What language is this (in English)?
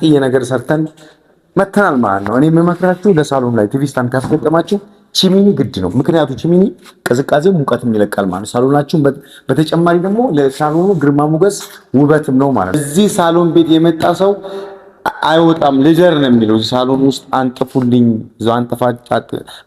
Amharic